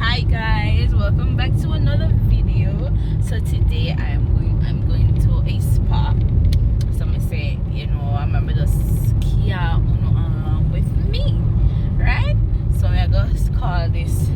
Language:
Jamaican Creole English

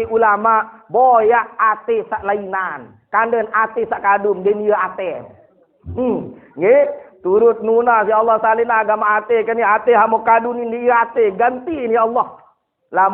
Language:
Sasak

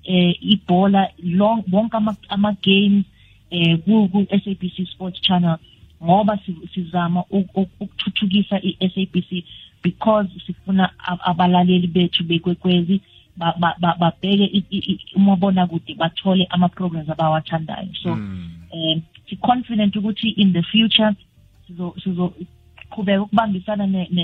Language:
South Ndebele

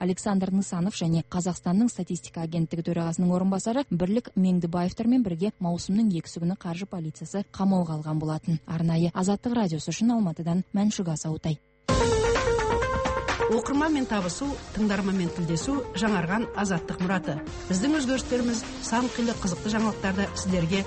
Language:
Kazakh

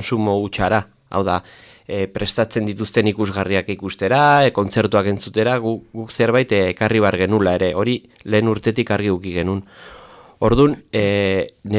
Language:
Basque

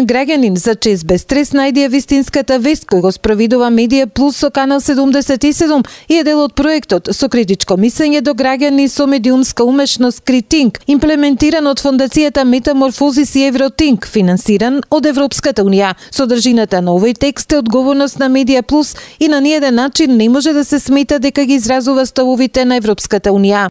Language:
Macedonian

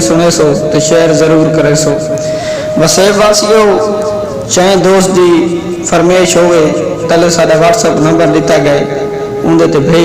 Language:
Saraiki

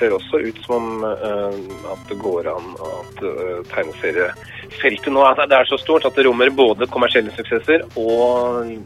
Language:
Norwegian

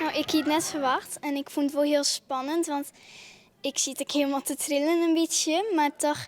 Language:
Western Frisian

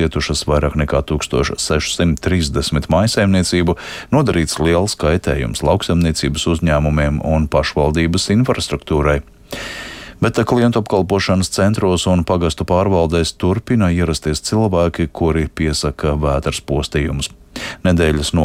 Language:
Latvian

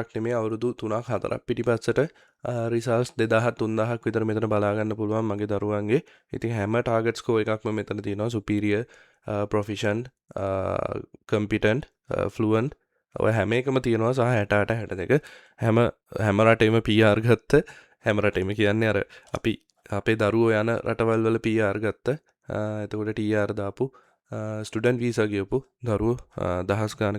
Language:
Sinhala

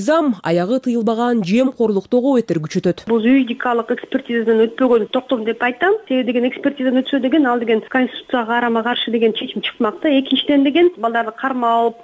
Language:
Kyrgyz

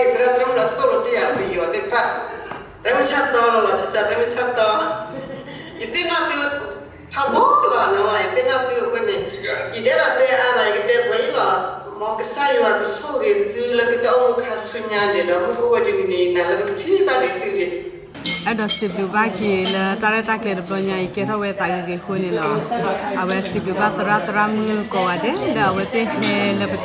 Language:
S'gaw Karen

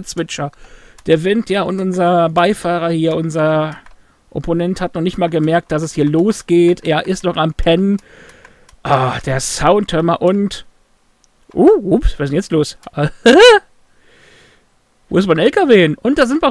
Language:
German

